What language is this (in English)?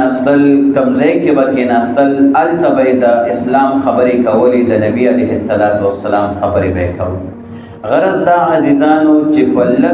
Pashto